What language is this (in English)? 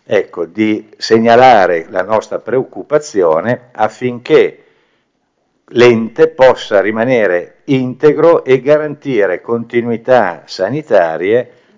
Italian